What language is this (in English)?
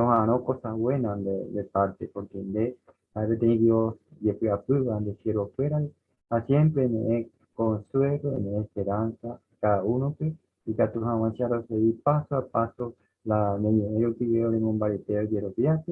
Guarani